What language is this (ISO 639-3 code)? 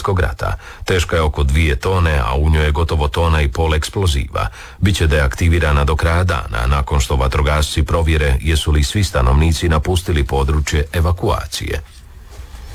hrv